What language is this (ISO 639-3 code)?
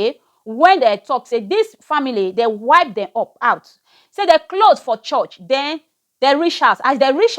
pcm